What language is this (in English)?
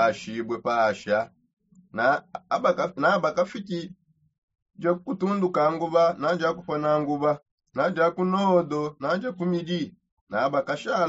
Songe